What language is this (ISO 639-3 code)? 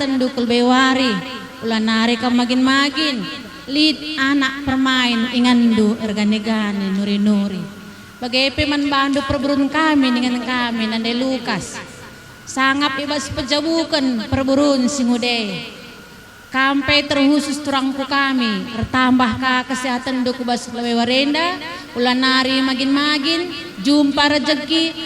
btx